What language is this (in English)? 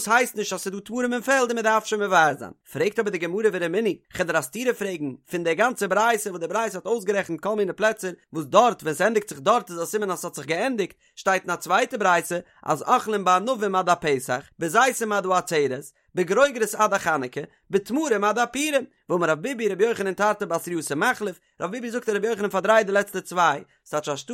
Yiddish